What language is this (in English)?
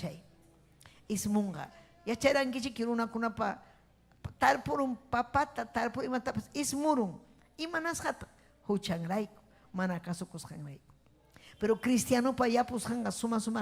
Ayacucho Quechua